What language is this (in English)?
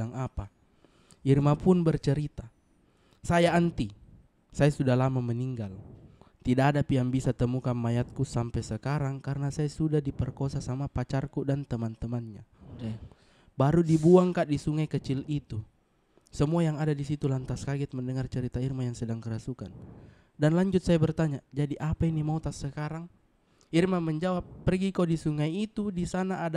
Makassar Malay